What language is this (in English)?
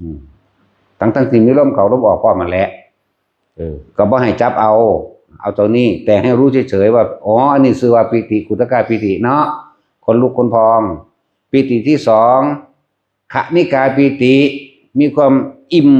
Northeastern Thai